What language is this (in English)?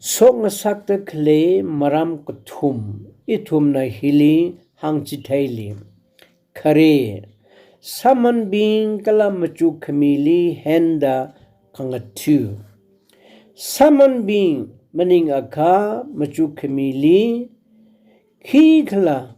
Tangkhul Naga (India)